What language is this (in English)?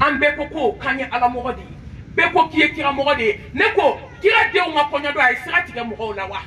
Bambara